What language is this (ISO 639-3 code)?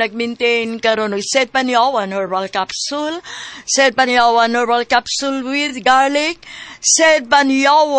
ceb